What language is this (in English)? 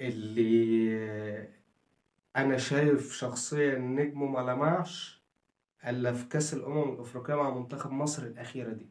Egyptian Arabic